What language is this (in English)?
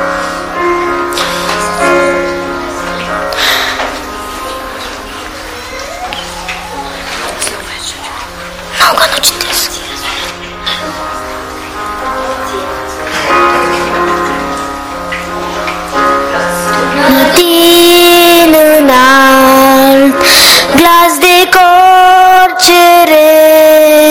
Romanian